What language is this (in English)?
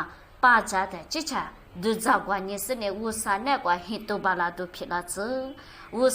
Lisu